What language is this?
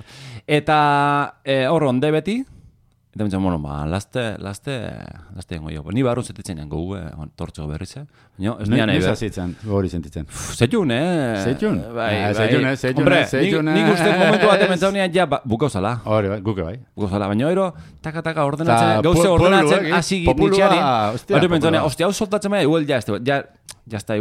Basque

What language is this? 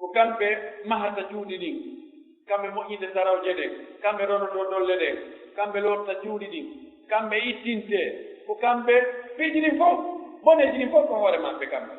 Pular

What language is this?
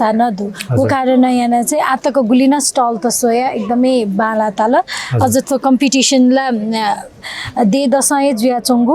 Newari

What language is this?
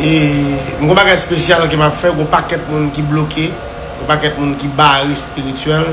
Haitian Creole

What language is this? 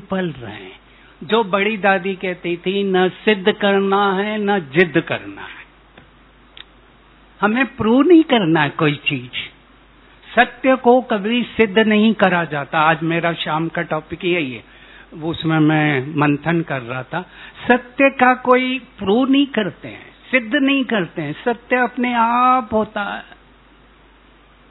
Hindi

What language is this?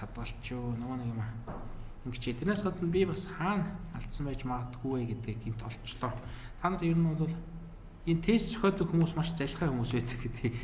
Mongolian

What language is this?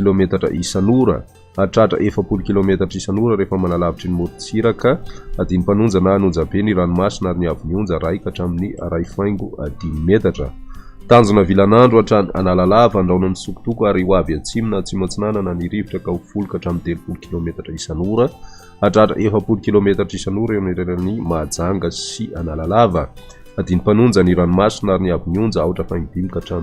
Malagasy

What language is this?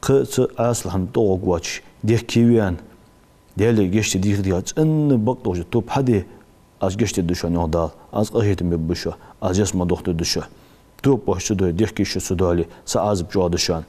Ingush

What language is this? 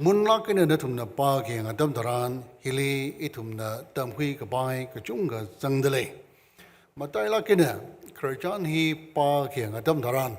Tangkhul Naga (India)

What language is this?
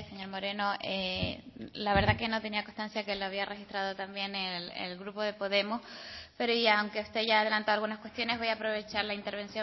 Spanish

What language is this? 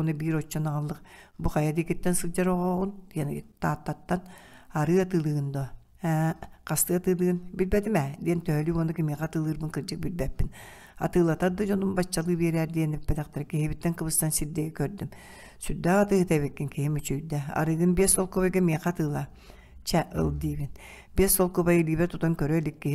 Yakut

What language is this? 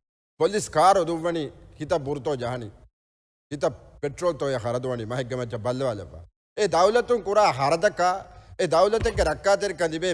Divehi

